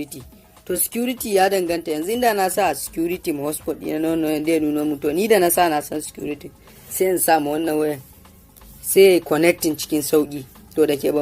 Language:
Hausa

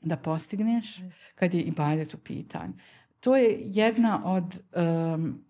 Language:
Bosnian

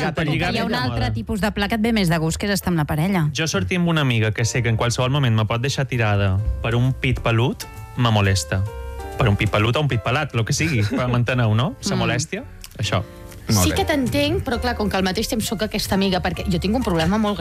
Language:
Catalan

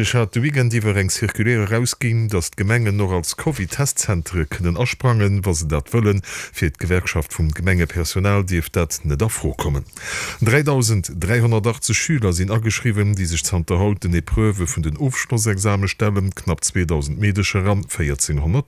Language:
Luxembourgish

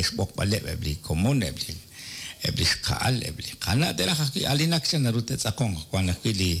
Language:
Kekchí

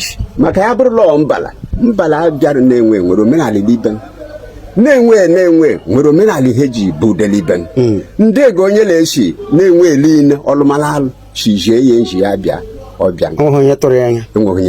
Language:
Igbo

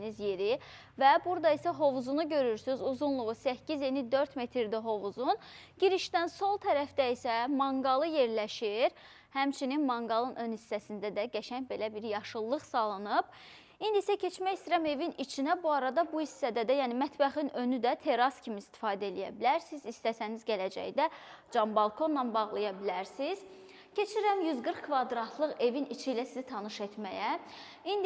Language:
Azerbaijani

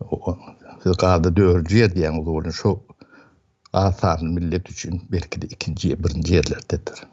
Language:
Turkmen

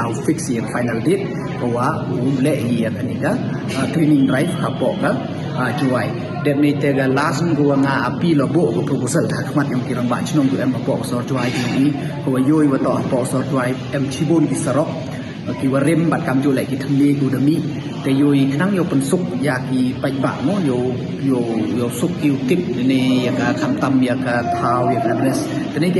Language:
Pnar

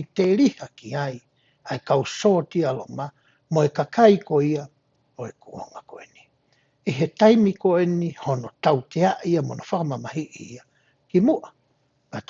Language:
Tongan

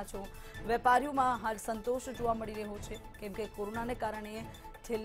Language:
Gujarati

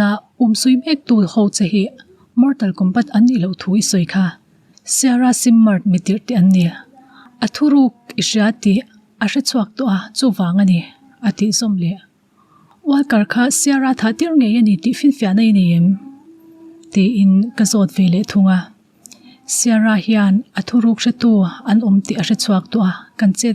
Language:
Mizo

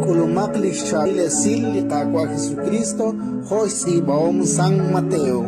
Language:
Kekchí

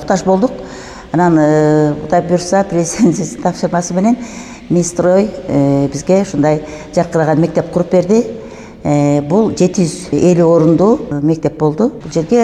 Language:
Kyrgyz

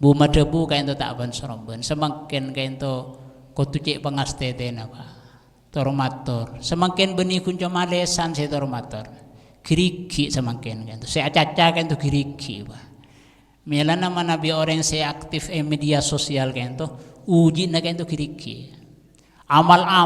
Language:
Madurese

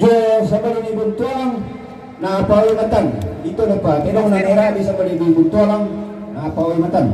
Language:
Toraja-Sa'dan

